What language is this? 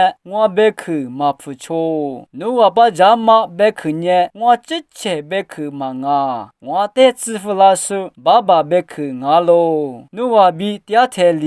Lisu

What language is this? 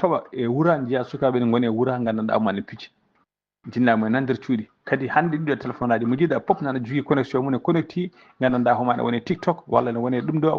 Fula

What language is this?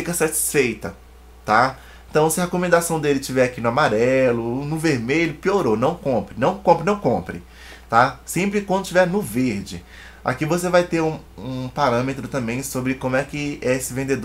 Portuguese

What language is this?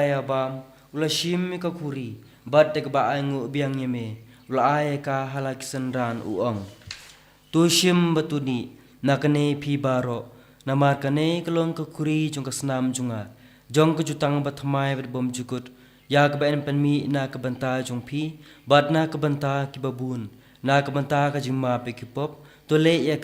Khasi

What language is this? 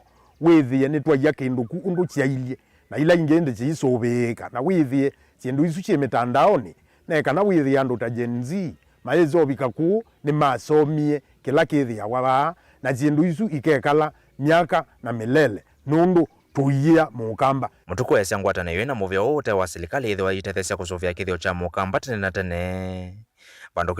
Kamba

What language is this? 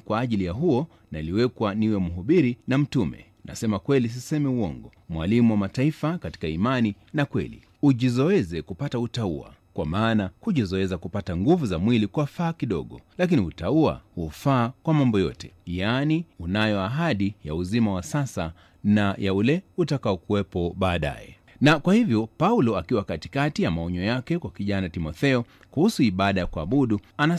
Swahili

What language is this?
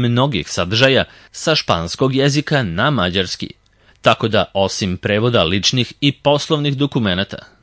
Serbian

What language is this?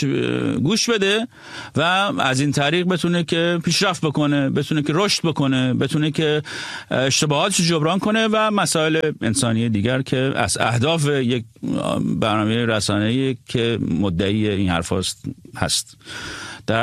Persian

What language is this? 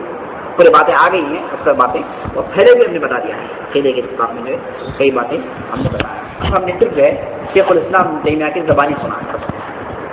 Urdu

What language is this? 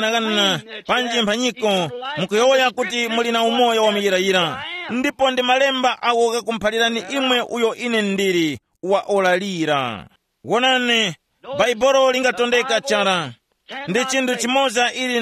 Tumbuka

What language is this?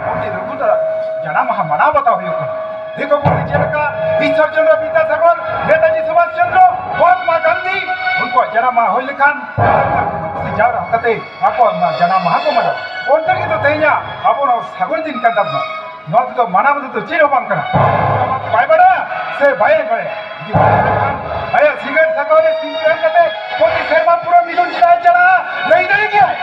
Santali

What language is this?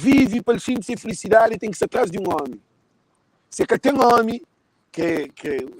Kabuverdianu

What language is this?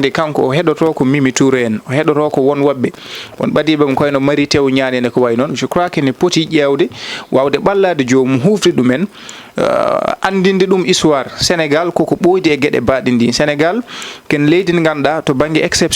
Fula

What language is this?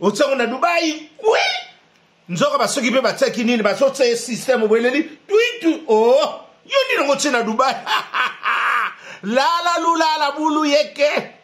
Lingala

